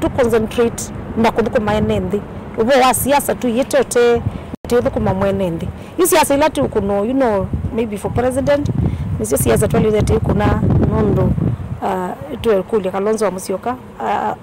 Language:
Kamba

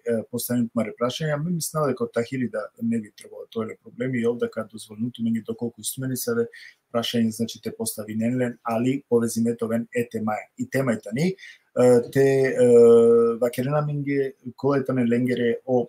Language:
Balkan Romani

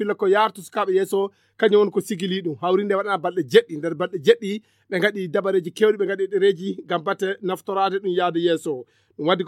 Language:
Fula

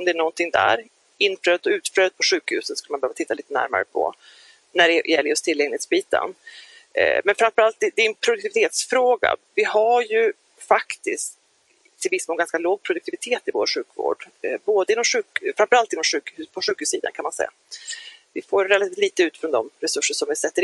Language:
Swedish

